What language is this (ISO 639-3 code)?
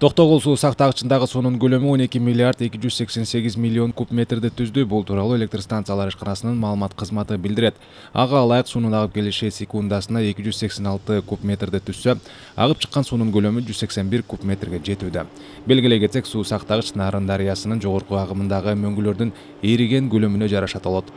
kir